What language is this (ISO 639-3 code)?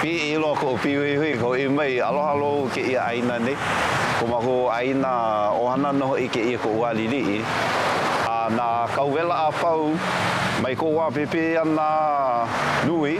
haw